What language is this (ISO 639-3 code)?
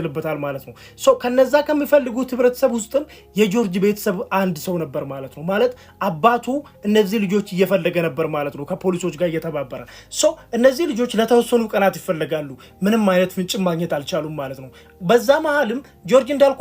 amh